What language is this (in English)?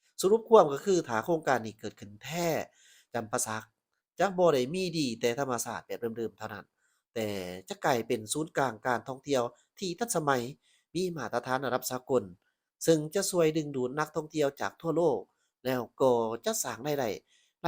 Lao